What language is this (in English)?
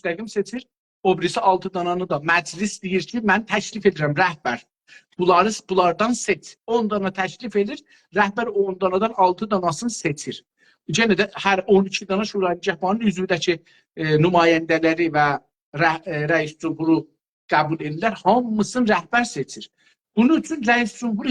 South Azerbaijani